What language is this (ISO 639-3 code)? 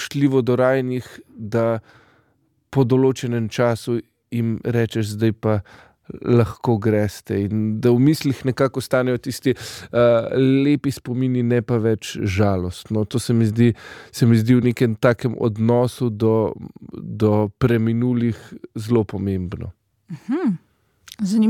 slv